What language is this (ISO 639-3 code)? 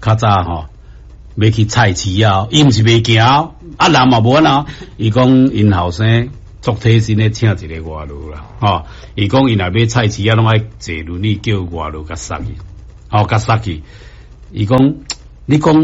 nan